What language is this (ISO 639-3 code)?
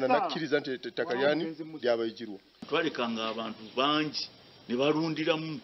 nyn